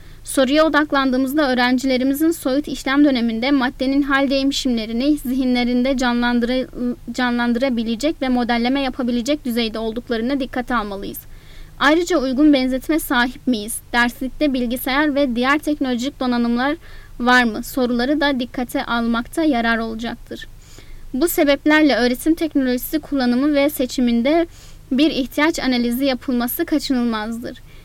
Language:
Turkish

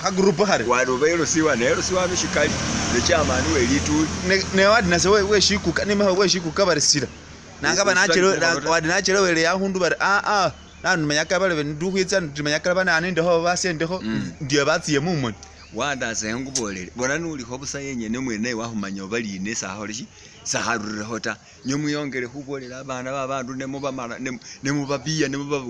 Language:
Masaaba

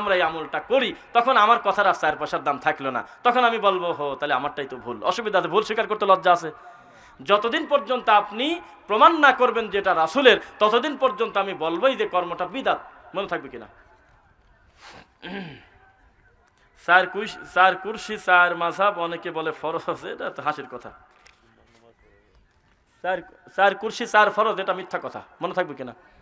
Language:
Bangla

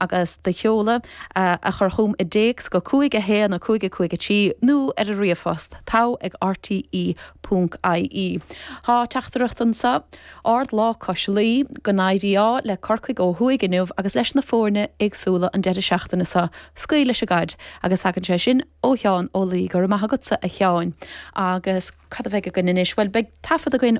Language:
Irish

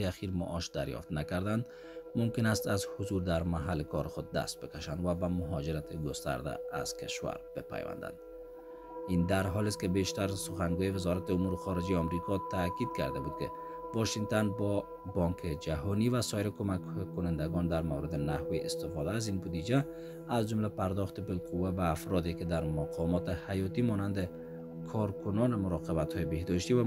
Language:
Persian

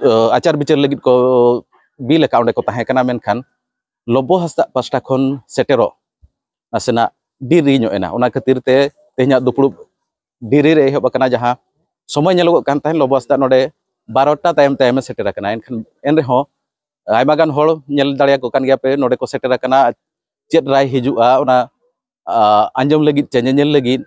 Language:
Santali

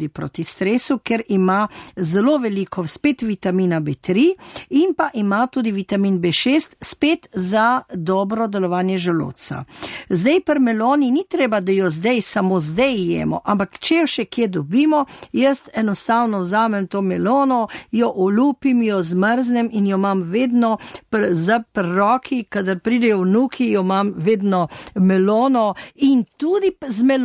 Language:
Slovenian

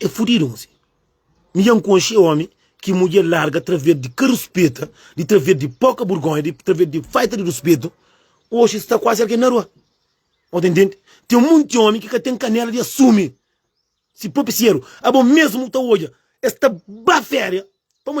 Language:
Kabuverdianu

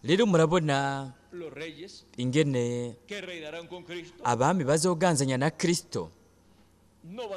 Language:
Rundi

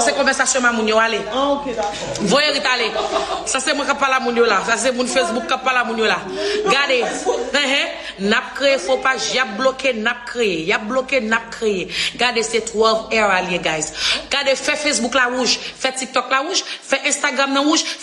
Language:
Haitian Creole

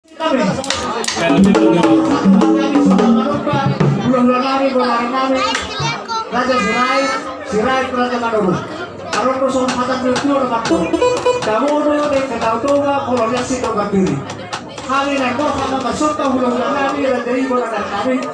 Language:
Batak Toba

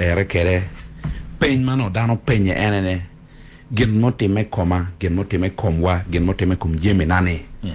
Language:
Acoli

